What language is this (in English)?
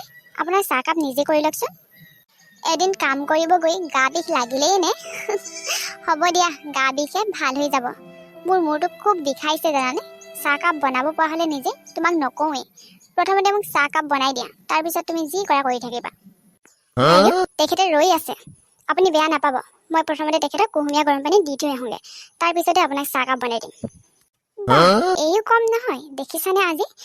Assamese